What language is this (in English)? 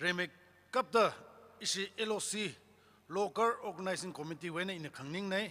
Tangkhul Naga (India)